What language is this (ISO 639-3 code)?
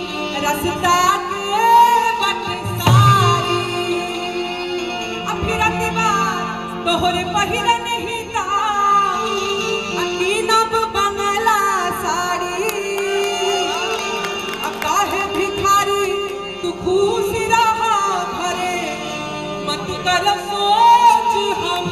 bho